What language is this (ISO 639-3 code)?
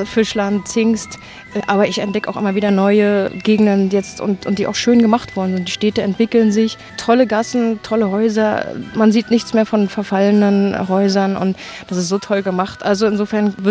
deu